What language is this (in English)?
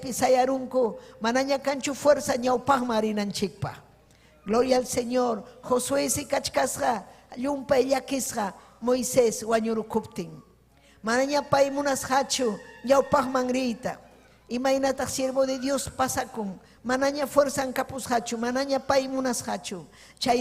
Ayacucho Quechua